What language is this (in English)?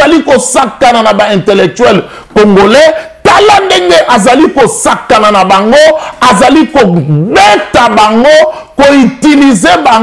Lingala